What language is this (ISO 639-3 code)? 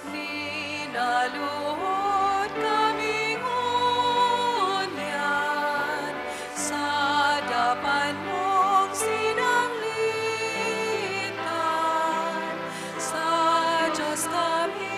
bik